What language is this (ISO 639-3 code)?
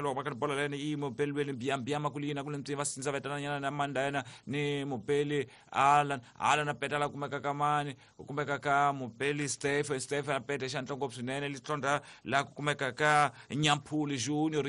tso